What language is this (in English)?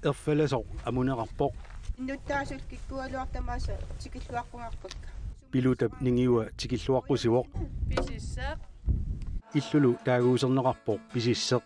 Kalaallisut